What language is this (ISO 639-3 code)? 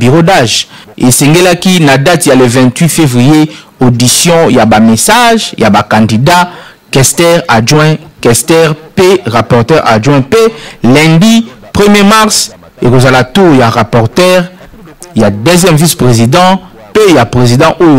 lin